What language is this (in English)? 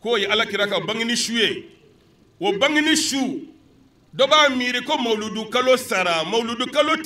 Bambara